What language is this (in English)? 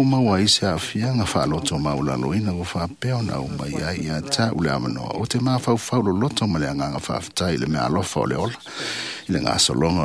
Samoan